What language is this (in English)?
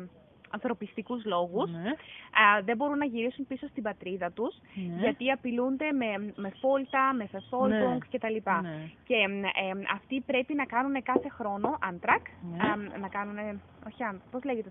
Greek